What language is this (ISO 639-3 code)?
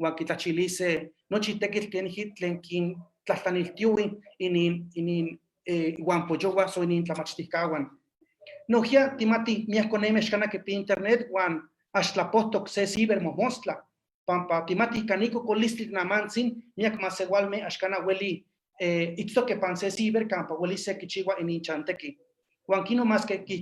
nhe